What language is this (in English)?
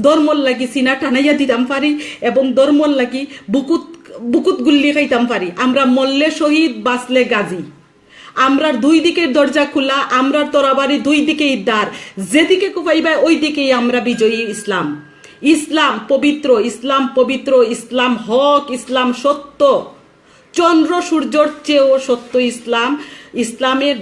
Sylheti